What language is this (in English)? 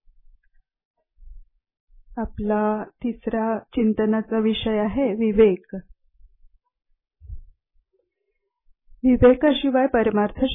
Marathi